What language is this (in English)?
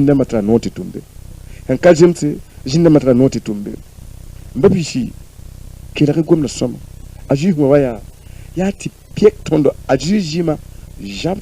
Mossi